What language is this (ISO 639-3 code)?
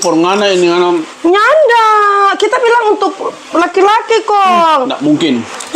xmm